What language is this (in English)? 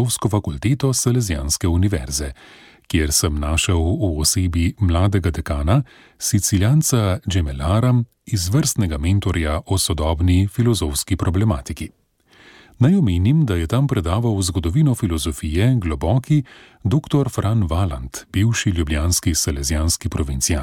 Slovenian